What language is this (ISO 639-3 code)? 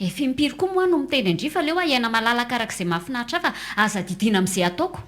mlg